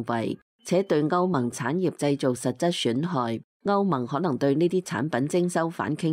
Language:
Cantonese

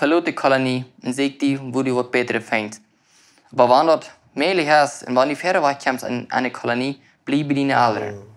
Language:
Plautdietsch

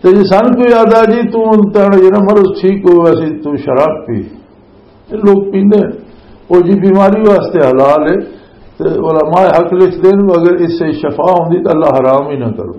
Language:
Western Panjabi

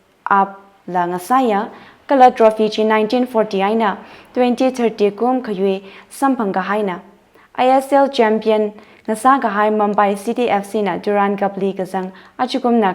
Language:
Tangkhul Naga (India)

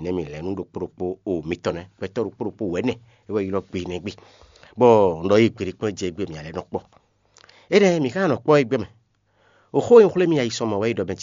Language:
Fon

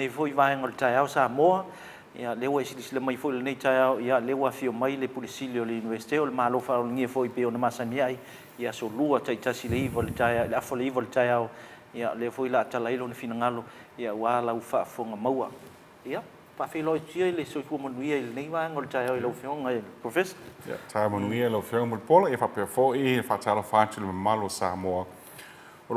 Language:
Samoan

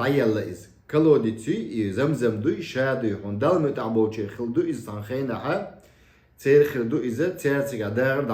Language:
Chechen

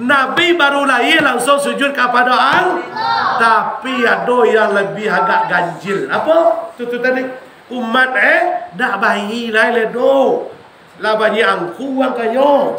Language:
Minangkabau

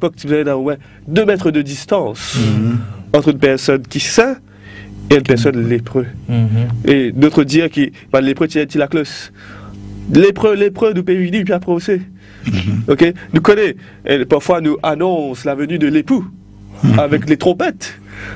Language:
Morisyen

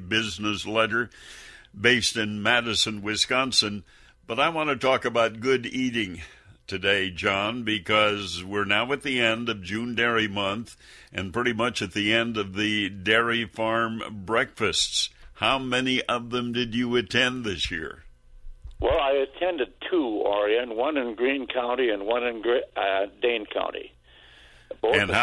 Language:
English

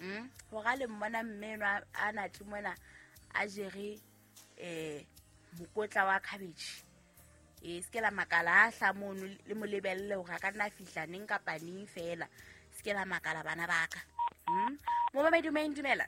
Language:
Southern Sotho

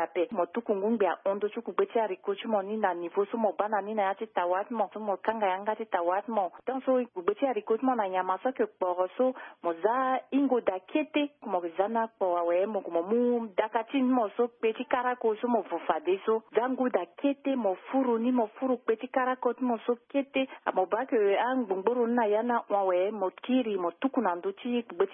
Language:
Sango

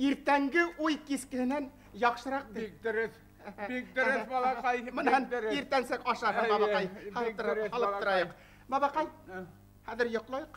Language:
Bashkir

